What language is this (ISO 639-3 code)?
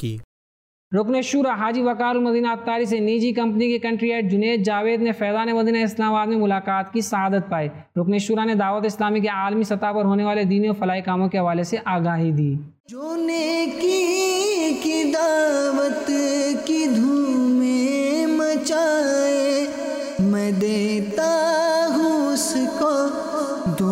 urd